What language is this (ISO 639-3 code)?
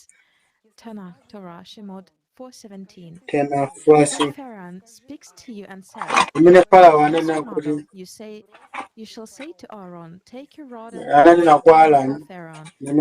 nya